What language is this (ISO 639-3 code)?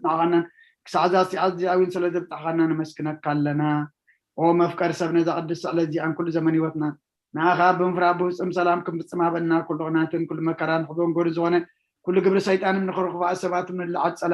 tir